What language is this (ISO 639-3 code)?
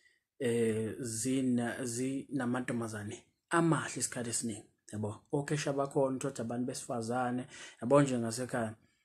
zul